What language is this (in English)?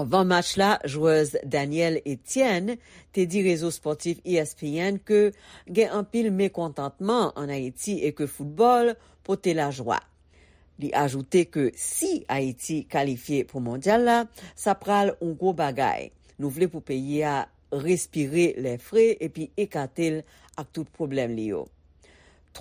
Haitian Creole